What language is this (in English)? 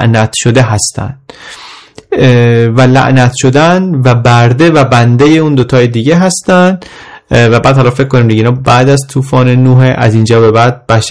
Persian